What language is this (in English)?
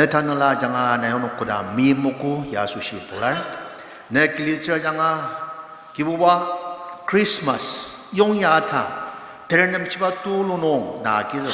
Ao Naga